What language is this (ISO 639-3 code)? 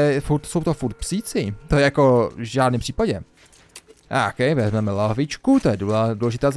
ces